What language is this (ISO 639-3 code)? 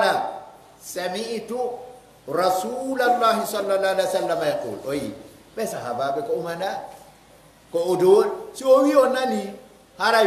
fuf